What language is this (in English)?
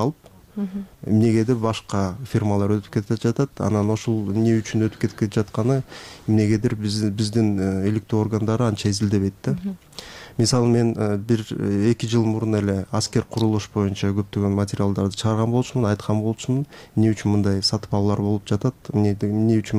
Kyrgyz